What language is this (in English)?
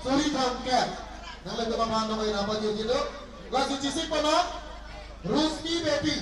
Karbi